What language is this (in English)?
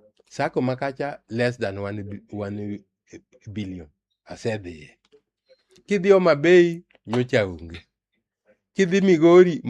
Luo (Kenya and Tanzania)